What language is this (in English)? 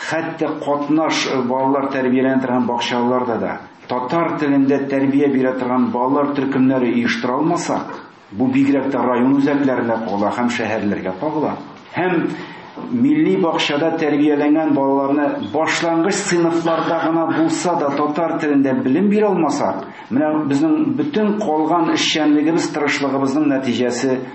Tatar